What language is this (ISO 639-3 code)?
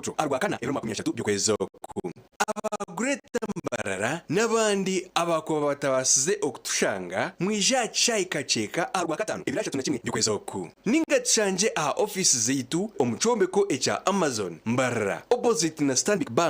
nyn